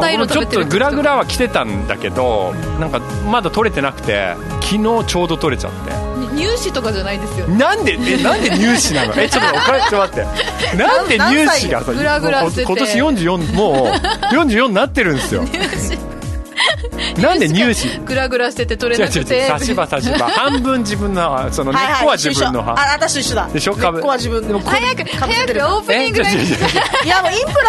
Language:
Japanese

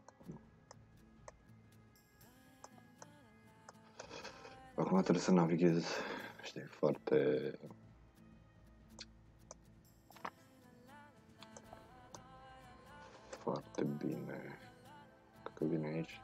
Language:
Romanian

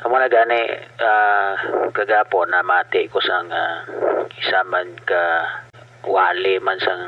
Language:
Hiligaynon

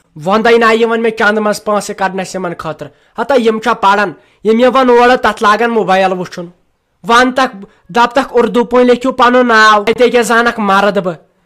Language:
Kashmiri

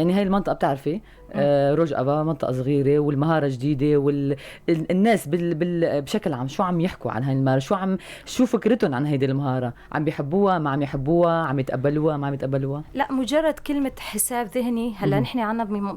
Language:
North Levantine Arabic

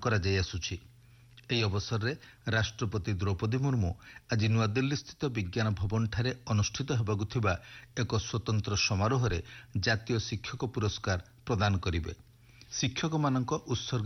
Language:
Odia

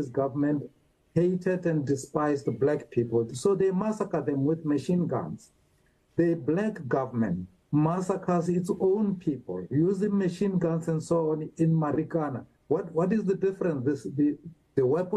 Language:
English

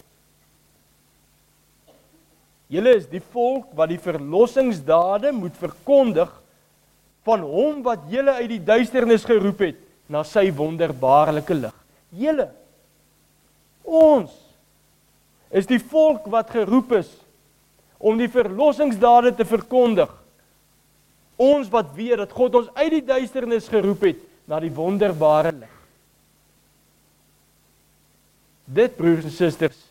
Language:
Afrikaans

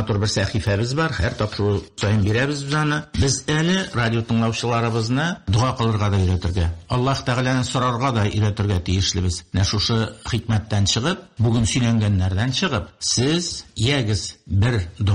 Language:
Tatar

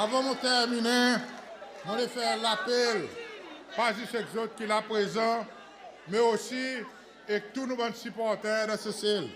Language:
Seselwa Creole French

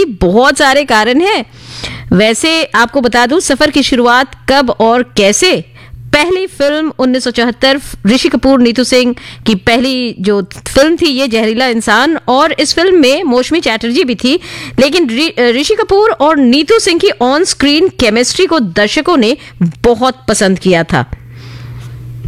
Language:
Hindi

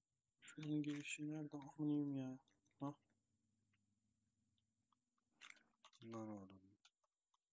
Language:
Turkish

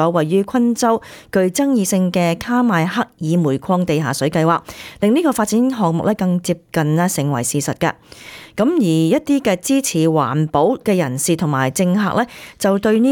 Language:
Cantonese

